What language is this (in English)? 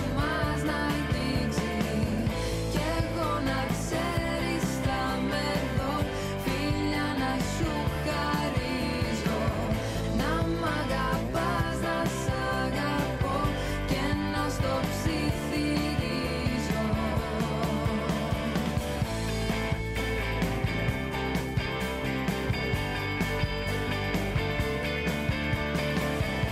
Greek